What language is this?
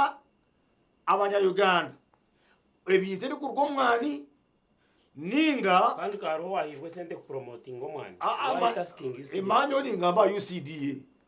Nyankole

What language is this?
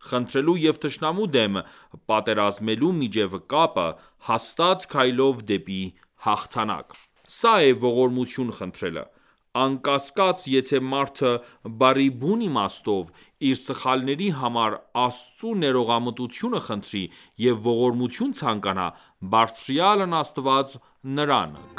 Armenian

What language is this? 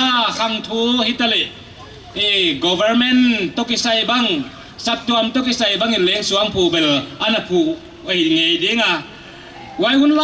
Paite Chin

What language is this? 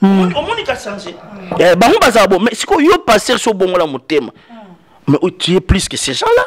Lingala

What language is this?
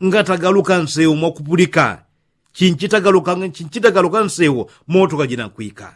Yao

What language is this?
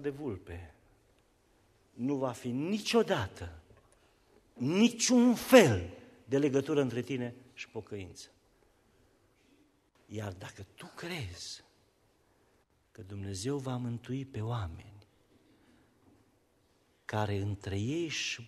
Romanian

